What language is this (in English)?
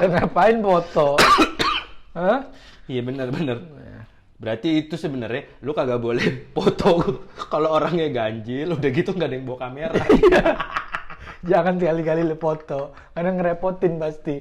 Betawi